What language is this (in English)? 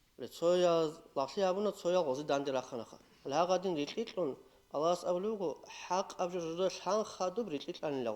Avaric